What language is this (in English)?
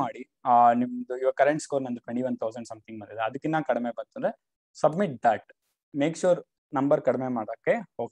Kannada